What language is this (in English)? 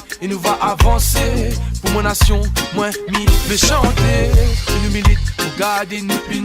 Réunion Creole French